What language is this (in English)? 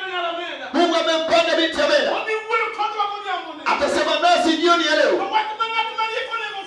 Luo (Kenya and Tanzania)